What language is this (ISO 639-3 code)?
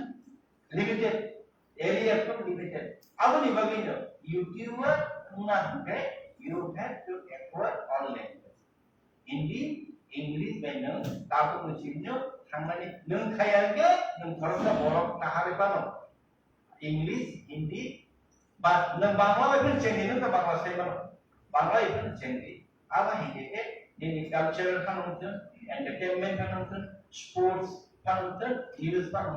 trp